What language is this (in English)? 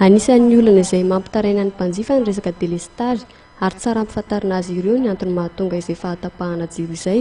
Malagasy